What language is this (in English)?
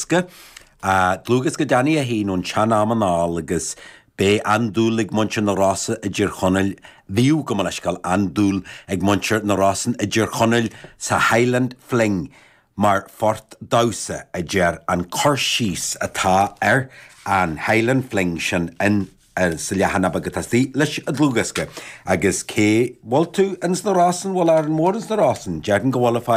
Irish